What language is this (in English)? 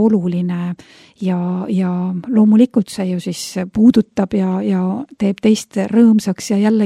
Estonian